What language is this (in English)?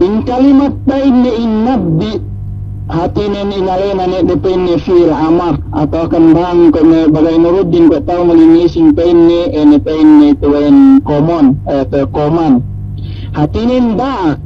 Yakan